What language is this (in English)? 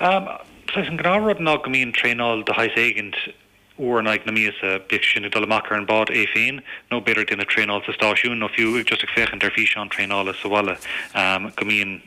Irish